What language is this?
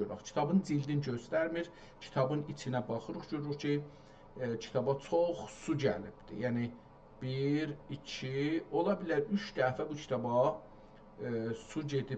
South Azerbaijani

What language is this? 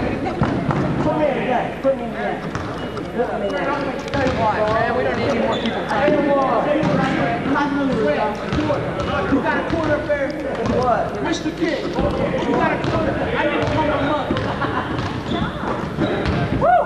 English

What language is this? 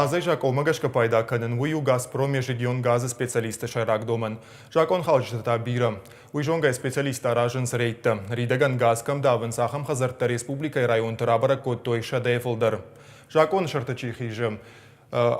Ossetic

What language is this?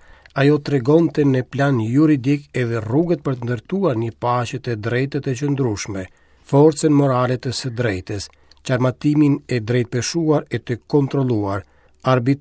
Albanian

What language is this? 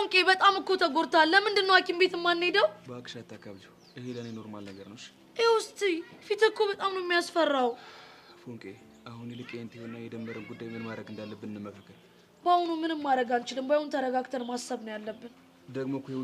Amharic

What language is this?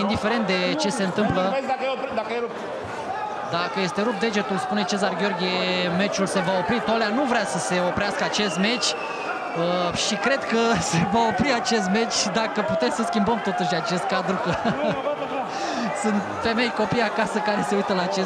Romanian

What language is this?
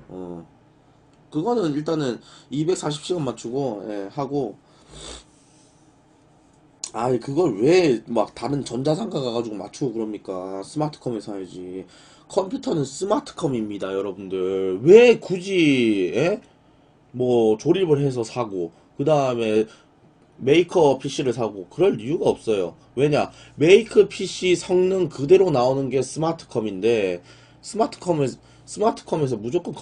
Korean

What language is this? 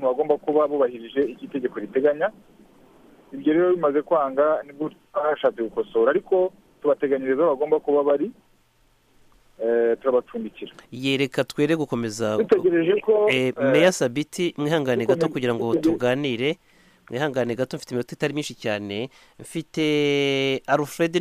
Kinyarwanda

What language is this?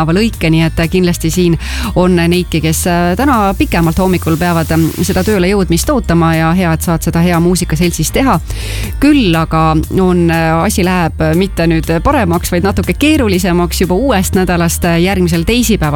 Estonian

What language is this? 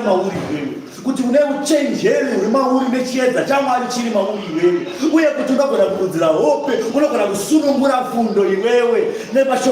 Shona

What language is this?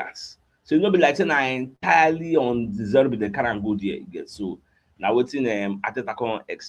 Nigerian Pidgin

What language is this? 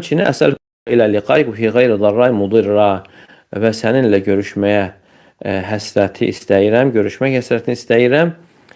Azerbaijani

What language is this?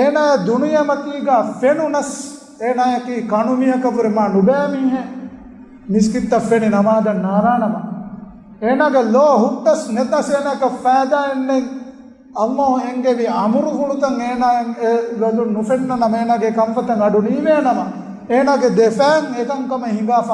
Divehi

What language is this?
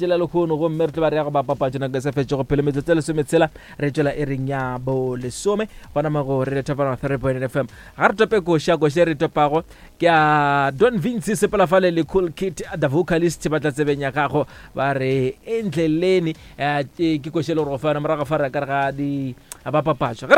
Northern Sotho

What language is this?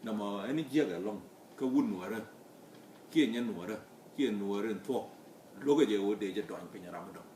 Nuer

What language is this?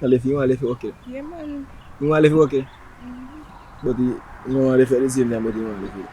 Jamaican Creole English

